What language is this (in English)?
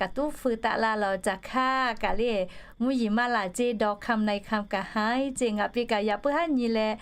Lahu